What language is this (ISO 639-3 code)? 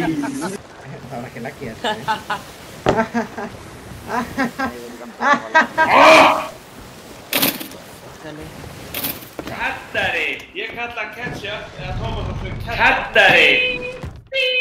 isl